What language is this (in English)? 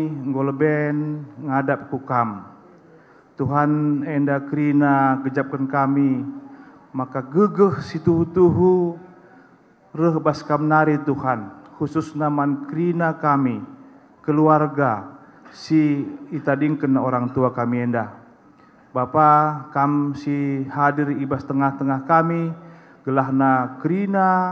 Batak Karo